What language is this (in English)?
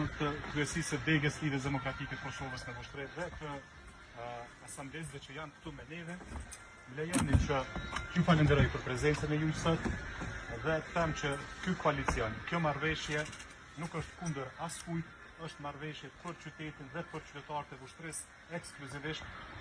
Albanian